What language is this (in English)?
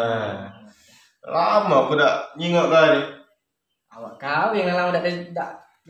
Musi